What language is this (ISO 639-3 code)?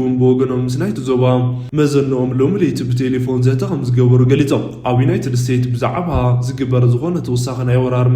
tir